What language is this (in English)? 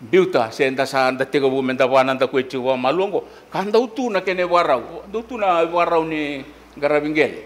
Fijian